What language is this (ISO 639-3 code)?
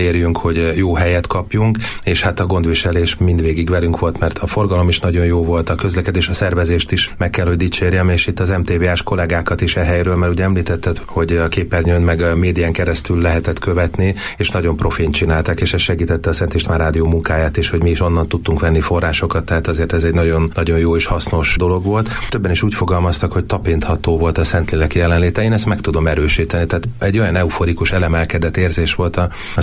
hun